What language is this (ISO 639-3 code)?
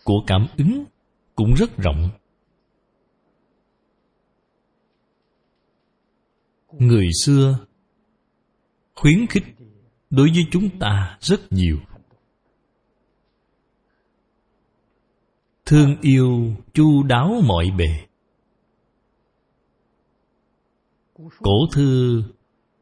vie